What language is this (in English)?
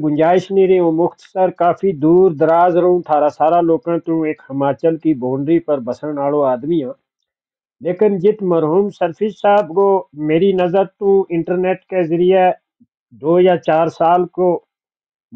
Gujari